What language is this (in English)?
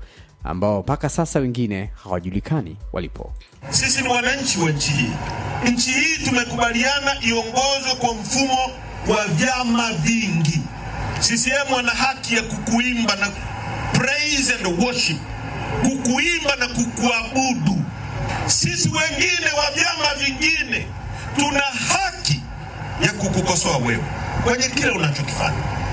Swahili